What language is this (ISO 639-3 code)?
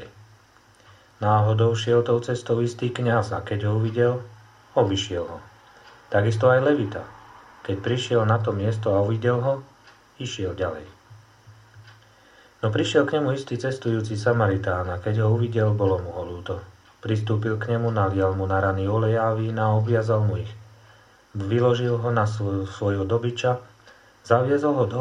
slk